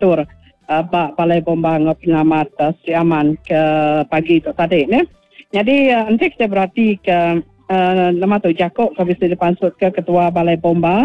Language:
Iban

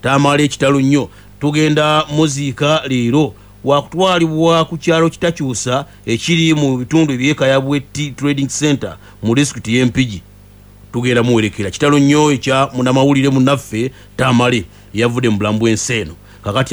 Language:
Ganda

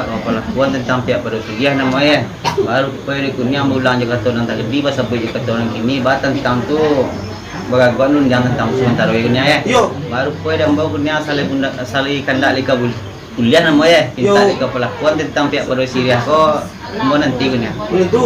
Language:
Minangkabau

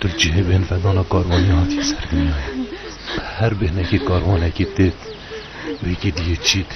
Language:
Kurdish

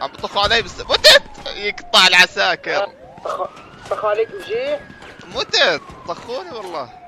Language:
North Levantine Arabic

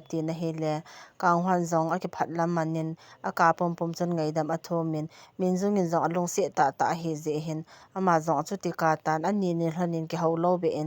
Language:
Thado Chin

